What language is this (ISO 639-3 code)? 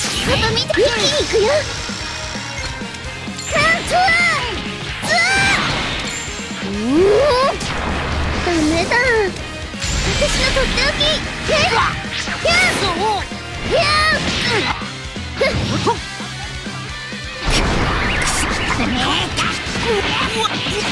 jpn